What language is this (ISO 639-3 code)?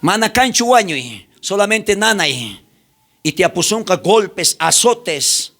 quh